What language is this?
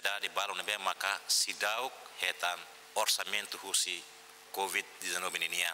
Tetum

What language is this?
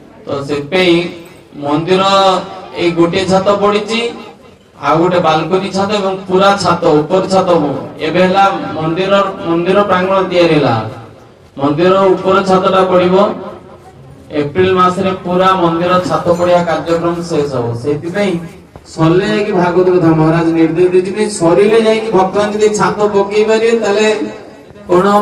Odia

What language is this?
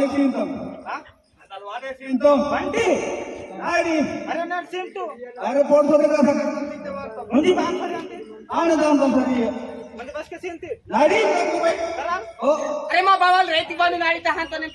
Aheri Gondi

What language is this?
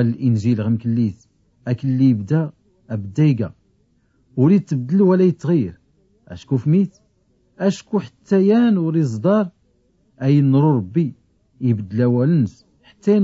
Tachelhit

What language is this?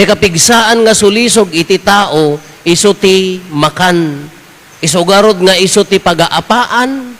Iloko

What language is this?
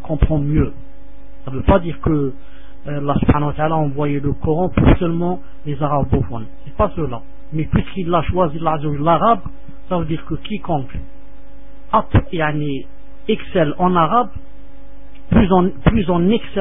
French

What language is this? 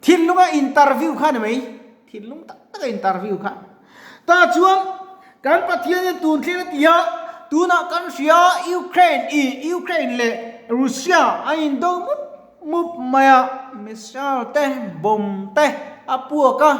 Mizo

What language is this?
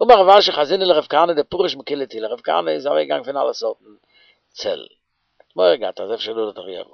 Yiddish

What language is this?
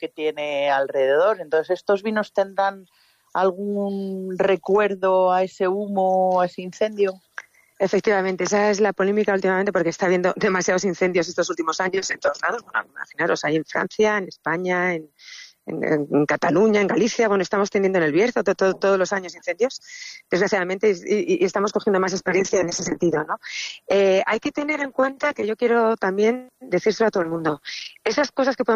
Spanish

